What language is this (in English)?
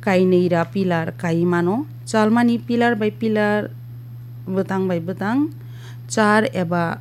Kok Borok